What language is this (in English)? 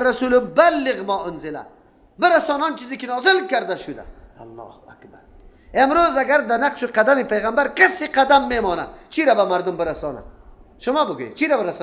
Persian